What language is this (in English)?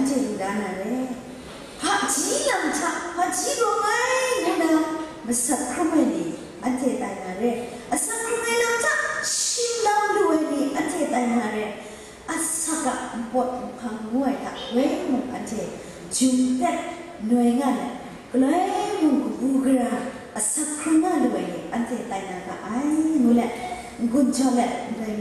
Kachin